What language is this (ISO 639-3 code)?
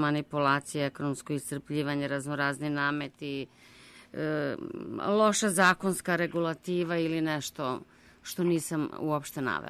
srp